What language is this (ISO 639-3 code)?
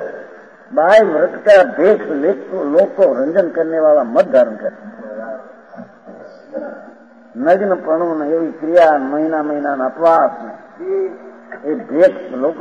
guj